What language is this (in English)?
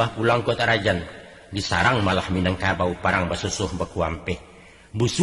Minangkabau